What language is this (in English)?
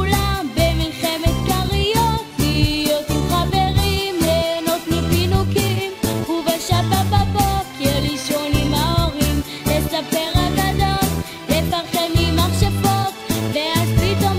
Hebrew